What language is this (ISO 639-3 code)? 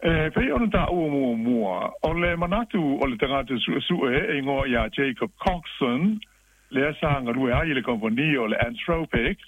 smo